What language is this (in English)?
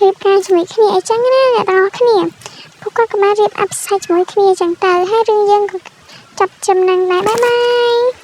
Khmer